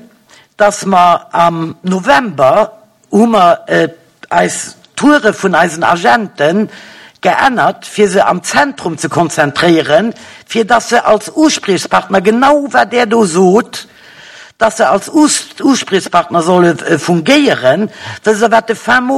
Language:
Luxembourgish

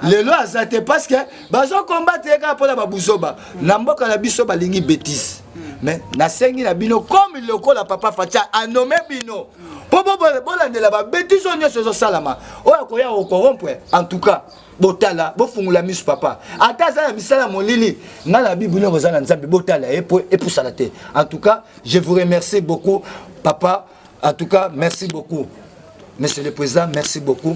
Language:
Lingala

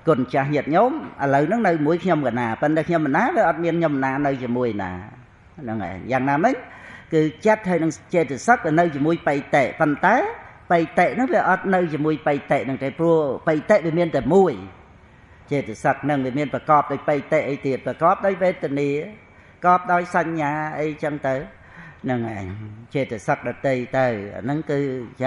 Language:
Khmer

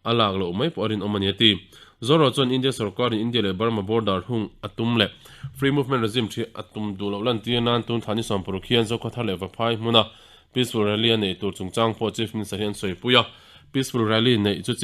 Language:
Mizo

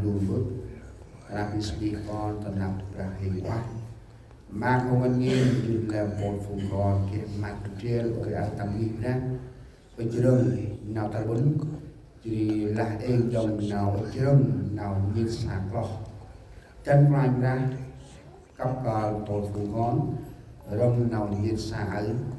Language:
Central Mnong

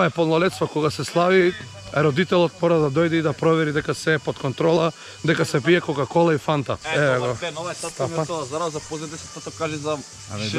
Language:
Macedonian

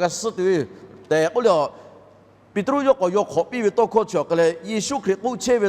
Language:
Lahu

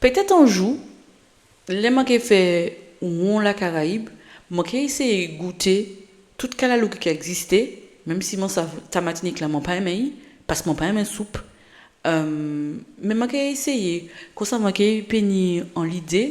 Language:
Guadeloupean Creole French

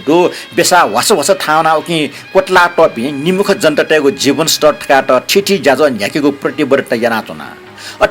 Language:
Newari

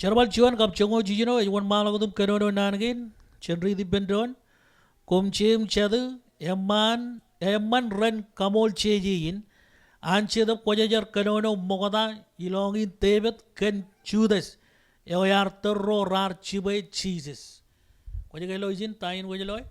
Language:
Marshallese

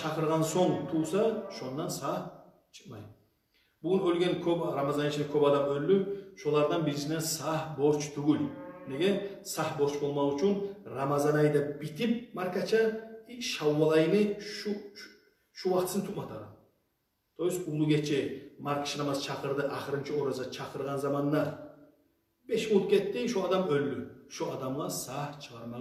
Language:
Kumyk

